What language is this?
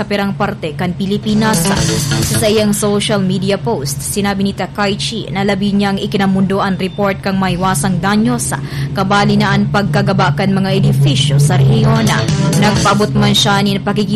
Bikol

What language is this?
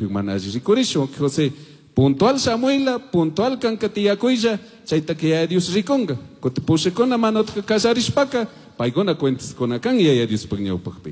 Chimborazo Highland Quichua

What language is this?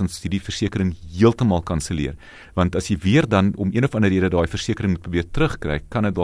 Afrikaans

